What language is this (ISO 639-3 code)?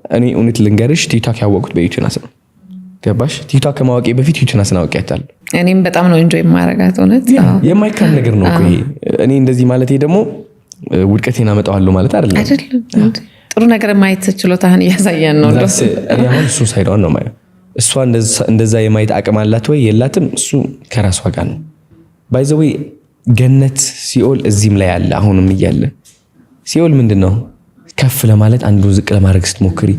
amh